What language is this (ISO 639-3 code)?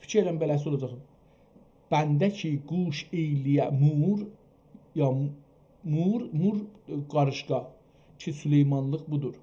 azb